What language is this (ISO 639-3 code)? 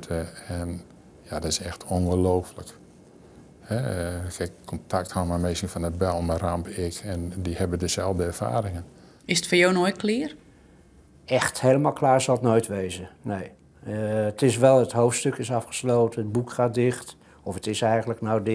fry